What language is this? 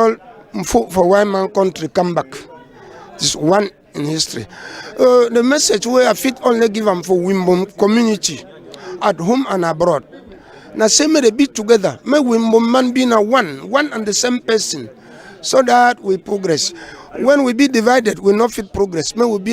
Cameroon Pidgin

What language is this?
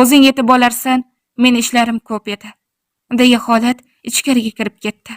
Uzbek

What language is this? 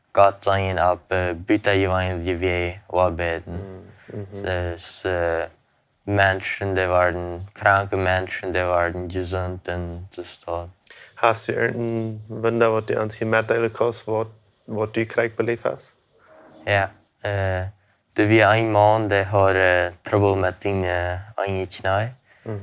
Plautdietsch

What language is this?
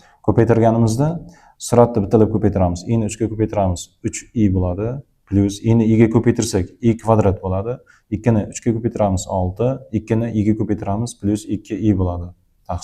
Uzbek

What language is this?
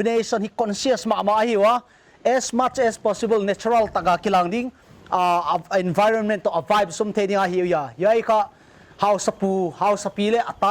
Paite Chin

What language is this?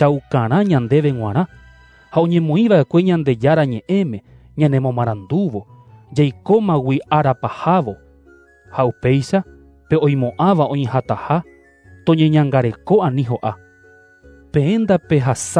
Guarani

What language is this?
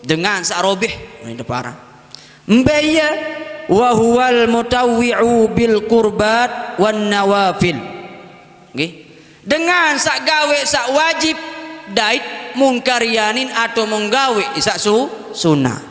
Sasak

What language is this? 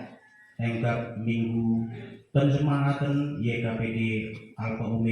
Batak Karo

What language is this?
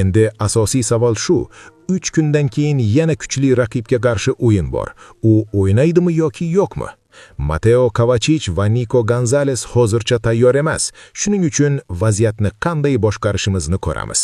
Uzbek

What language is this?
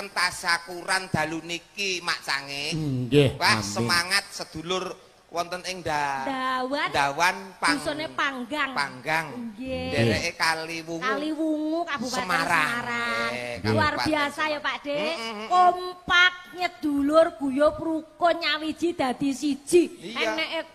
Javanese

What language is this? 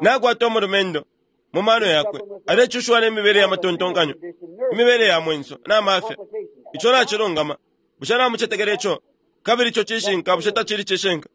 Bemba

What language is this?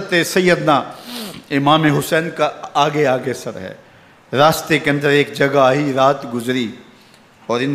Urdu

